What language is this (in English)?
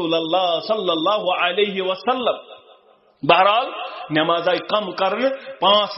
Kashmiri